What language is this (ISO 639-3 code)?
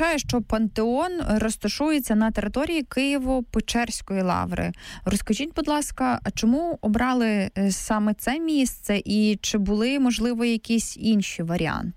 ukr